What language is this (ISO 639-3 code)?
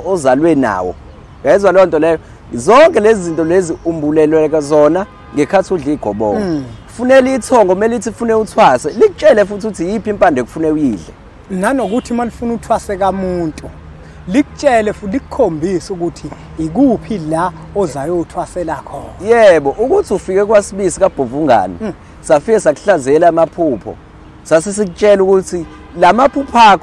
zul